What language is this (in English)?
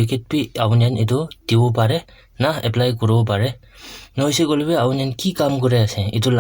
Naga Pidgin